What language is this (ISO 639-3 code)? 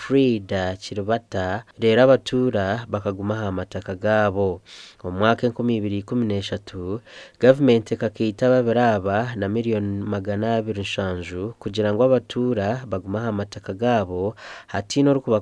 nyn